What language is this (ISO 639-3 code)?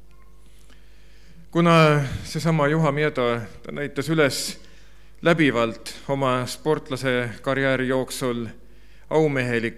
est